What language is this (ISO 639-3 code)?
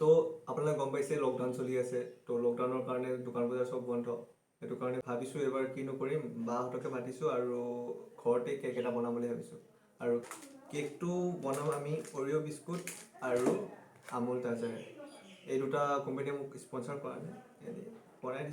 asm